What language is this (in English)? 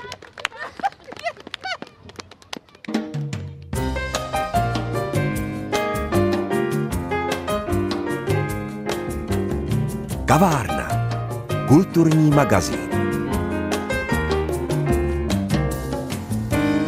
Czech